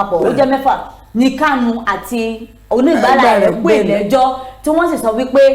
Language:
Yoruba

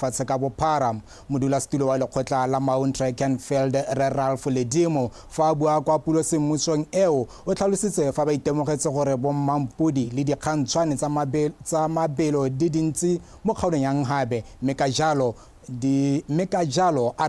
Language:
Tswana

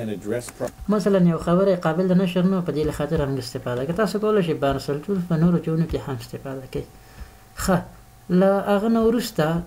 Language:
Pashto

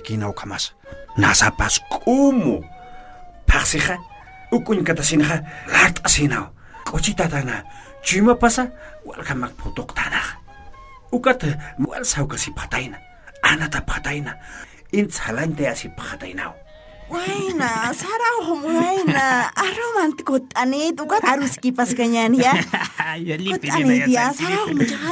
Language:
Aymara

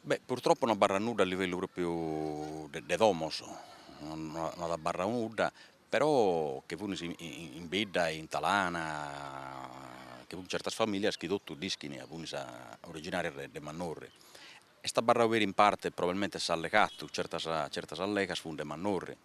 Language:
Sardinian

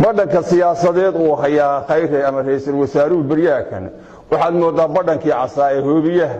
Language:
Somali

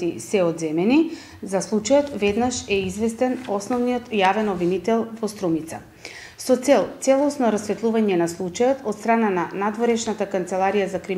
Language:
Macedonian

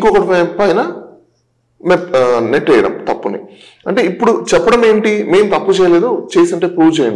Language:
Telugu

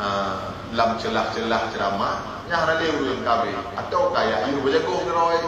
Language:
Achinese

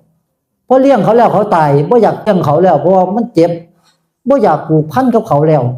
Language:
Northeastern Thai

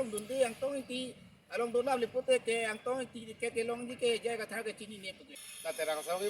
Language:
Karbi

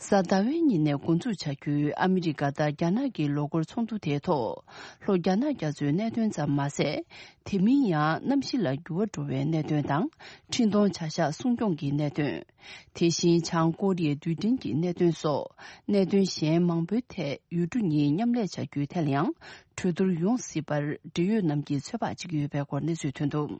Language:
Tibetan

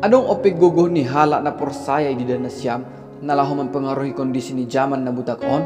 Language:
Batak Simalungun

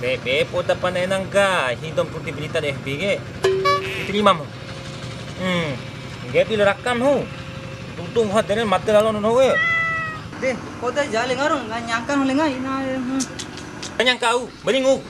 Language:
Bima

